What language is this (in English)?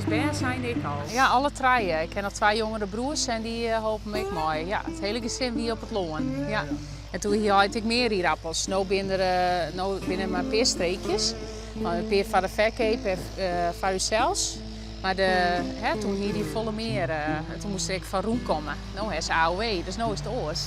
Western Frisian